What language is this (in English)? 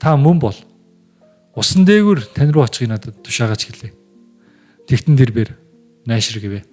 Mongolian